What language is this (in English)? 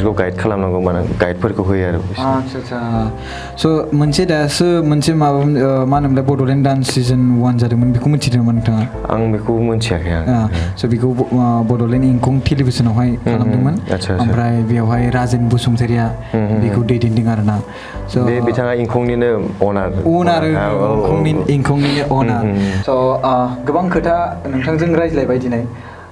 Bodo